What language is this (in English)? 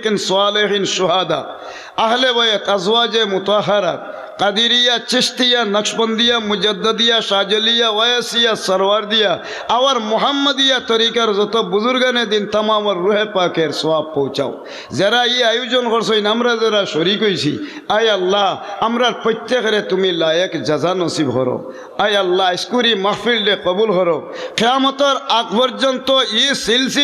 Sylheti